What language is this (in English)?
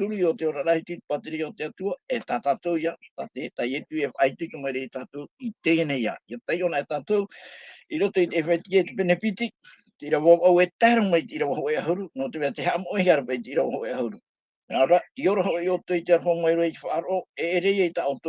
Tahitian